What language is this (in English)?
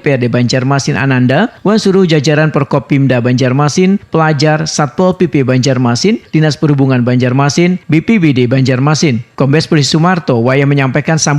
Banjar